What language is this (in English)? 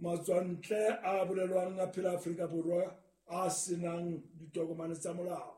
Southern Sotho